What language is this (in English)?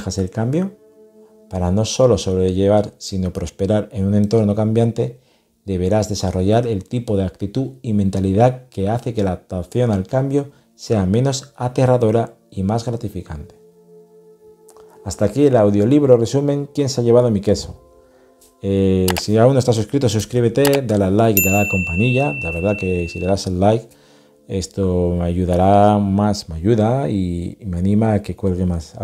Spanish